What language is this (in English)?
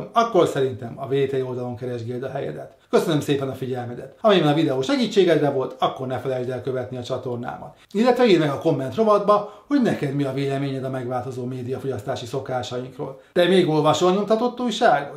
Hungarian